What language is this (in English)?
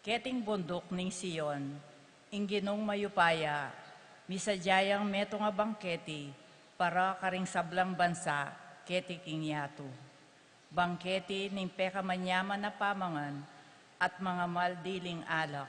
Pampanga